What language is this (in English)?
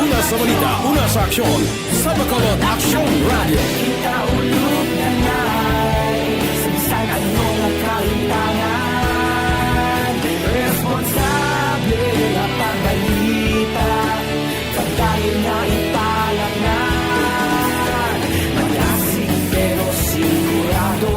Hiligaynon